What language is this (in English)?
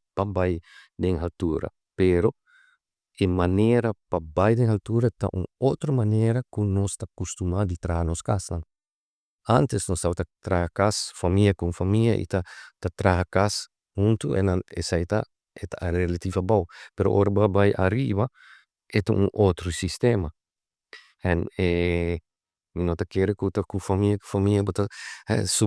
Papiamento